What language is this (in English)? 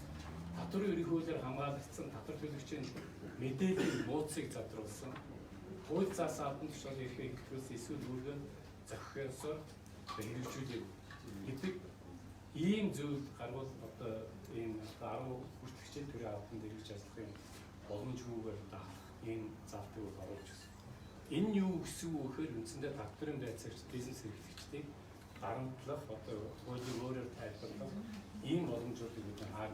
Mongolian